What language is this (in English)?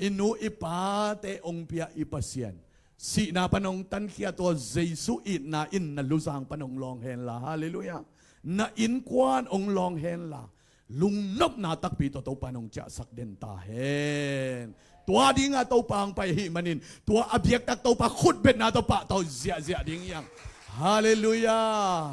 Tedim Chin